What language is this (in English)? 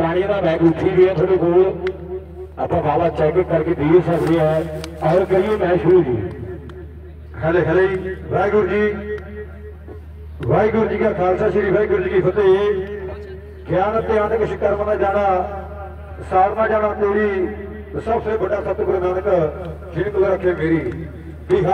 Punjabi